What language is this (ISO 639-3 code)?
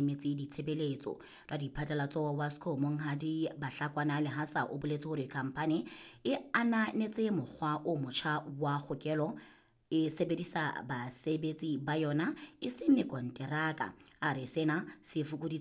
sot